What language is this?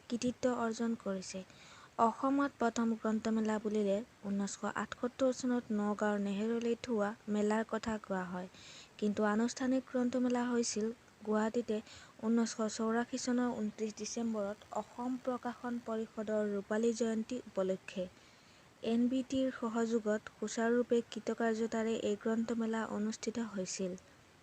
Assamese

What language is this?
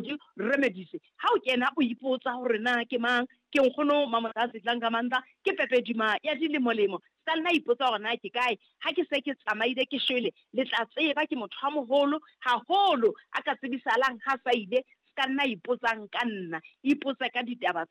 Southern Sotho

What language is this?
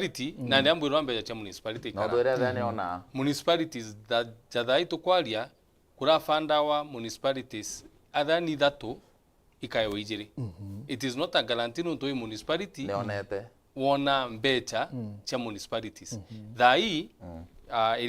Meru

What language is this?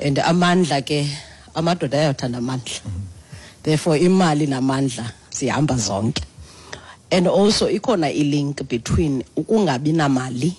Xhosa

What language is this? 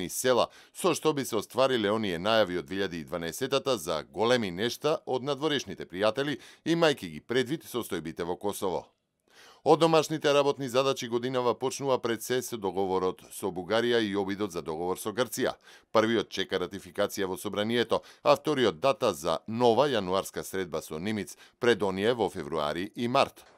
Macedonian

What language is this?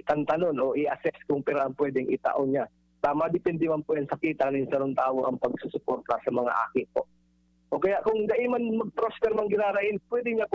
Bikol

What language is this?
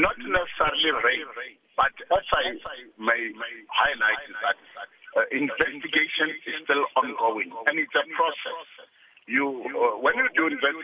English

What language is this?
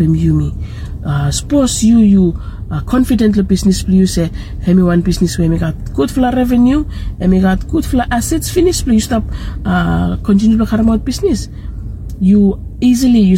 Bislama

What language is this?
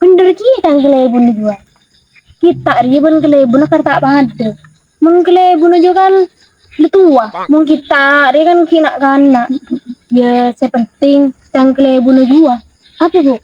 Madurese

